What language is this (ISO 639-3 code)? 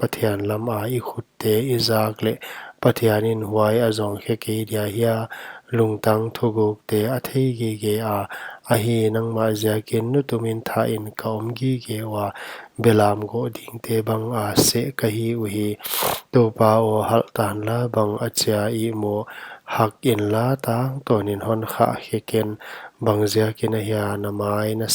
pck